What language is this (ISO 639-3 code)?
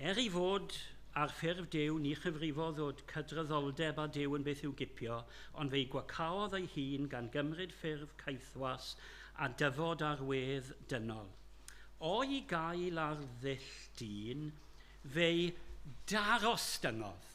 cym